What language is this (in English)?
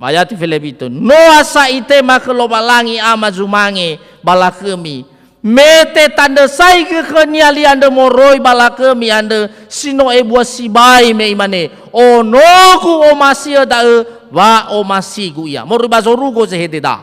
Nias